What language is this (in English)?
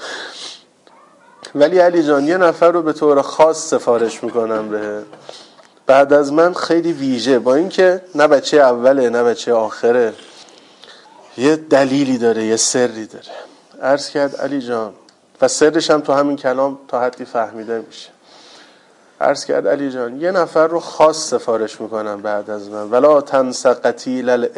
Persian